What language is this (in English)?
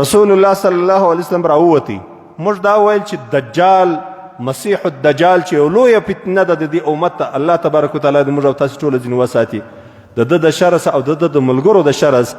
Pashto